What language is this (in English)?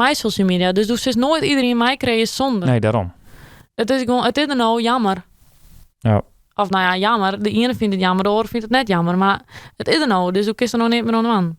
Western Frisian